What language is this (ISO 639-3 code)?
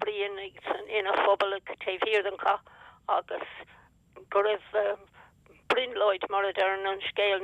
gle